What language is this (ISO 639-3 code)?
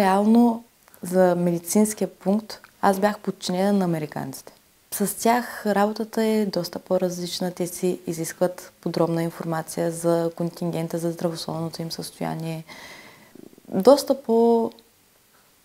bul